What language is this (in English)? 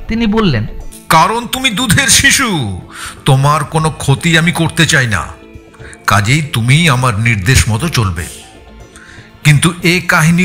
Bangla